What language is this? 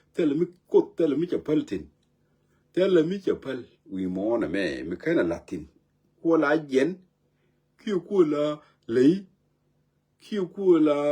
Nuer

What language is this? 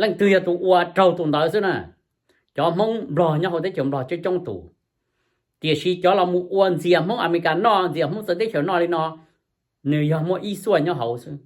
Hmong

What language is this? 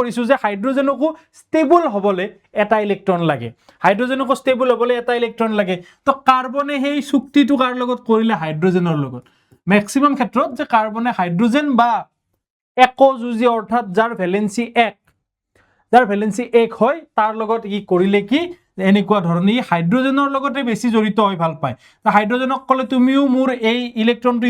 Assamese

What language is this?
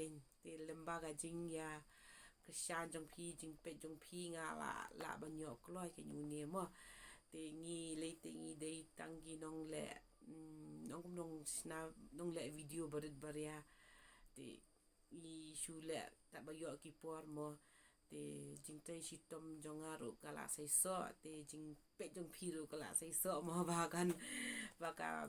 Khasi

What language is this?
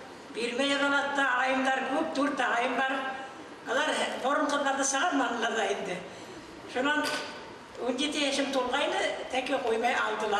Bashkir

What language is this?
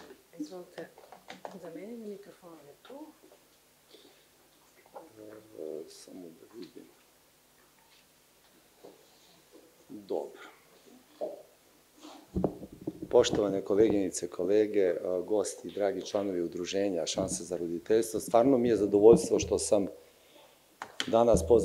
Serbian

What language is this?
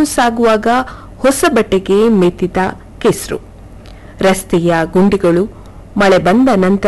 Kannada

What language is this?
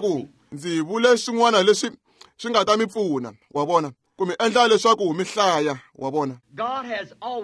Tsonga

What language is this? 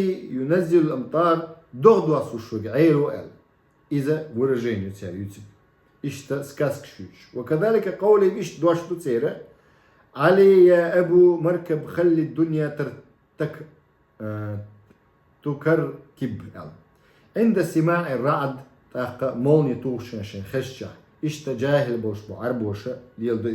Chechen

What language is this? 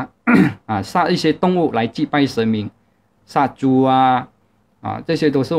Chinese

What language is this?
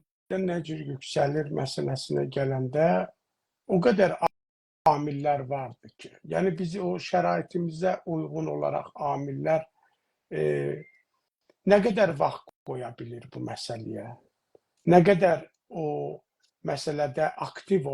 South Azerbaijani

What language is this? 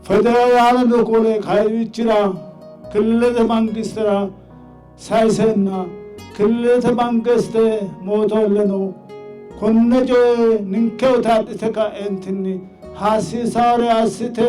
Sidamo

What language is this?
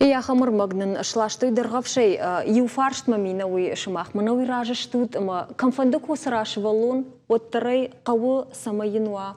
Ossetic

